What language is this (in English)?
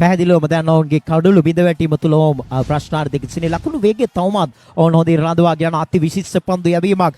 Sinhala